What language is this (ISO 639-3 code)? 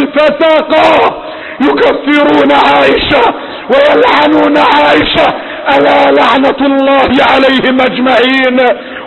ara